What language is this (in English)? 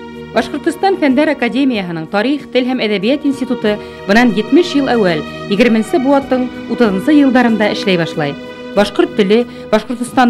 Bashkir